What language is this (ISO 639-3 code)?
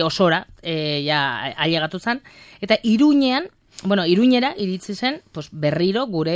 eus